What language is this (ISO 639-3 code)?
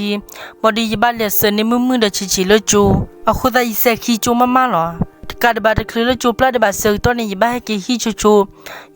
ksw